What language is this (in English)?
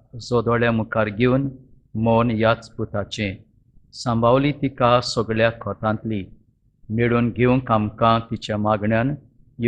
Konkani